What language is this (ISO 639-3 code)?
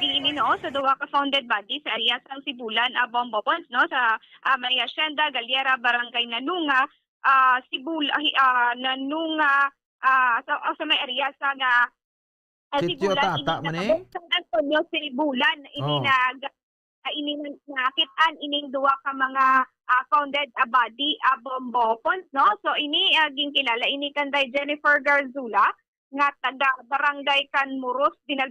hil